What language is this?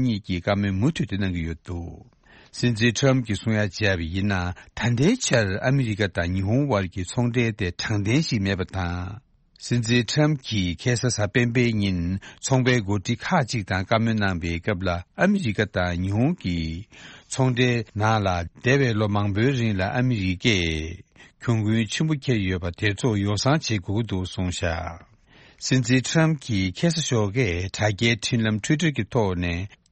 Tibetan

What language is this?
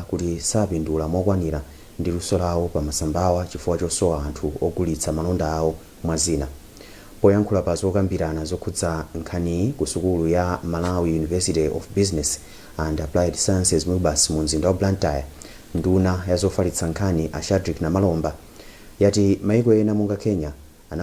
Nyanja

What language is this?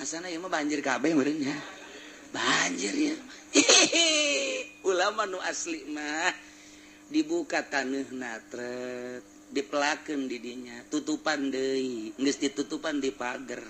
Sundanese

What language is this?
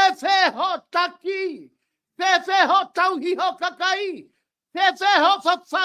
Tongan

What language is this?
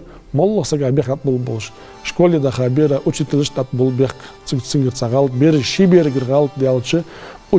Ingush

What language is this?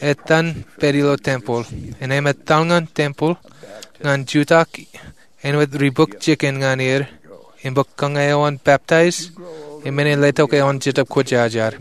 Marshallese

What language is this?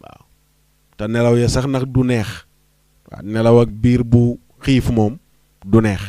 Wolof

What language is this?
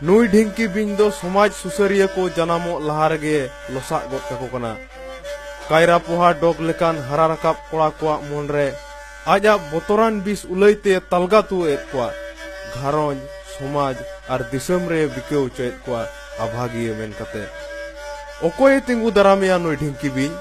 Santali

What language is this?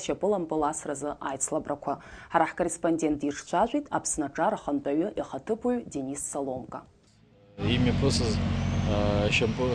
Abkhazian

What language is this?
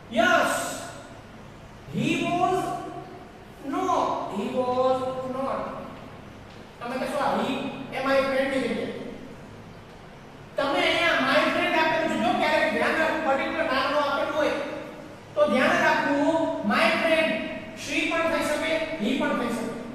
Gujarati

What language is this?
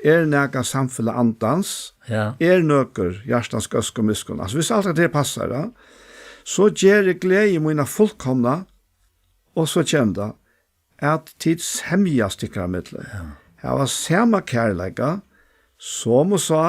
Faroese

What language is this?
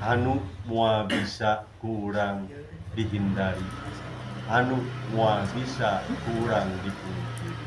Sundanese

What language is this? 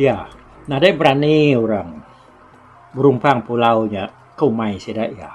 Iban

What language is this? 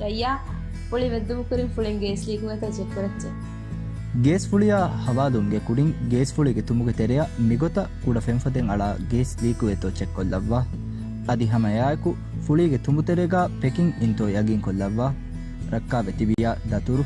Divehi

